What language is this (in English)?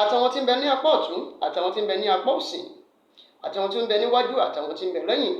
Yoruba